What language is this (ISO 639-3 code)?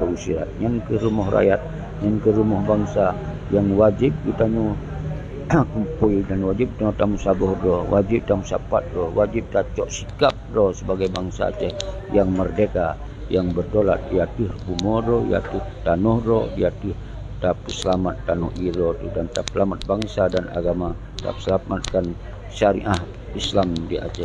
ace